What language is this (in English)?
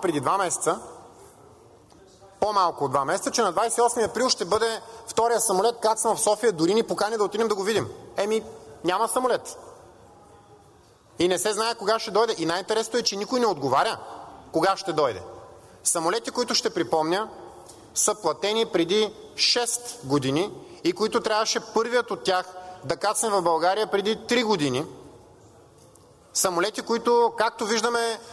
Bulgarian